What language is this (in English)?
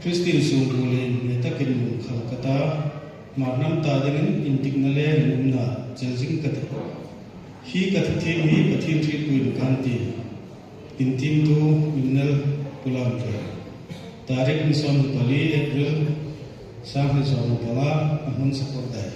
Hmar